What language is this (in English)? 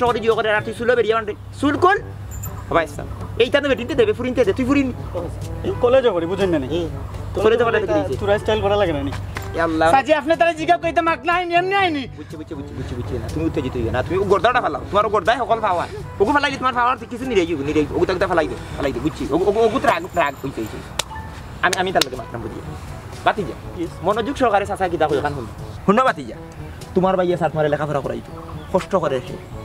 Sylheti